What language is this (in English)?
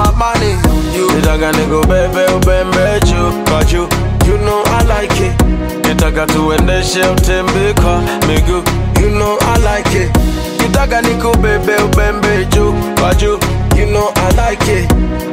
Swahili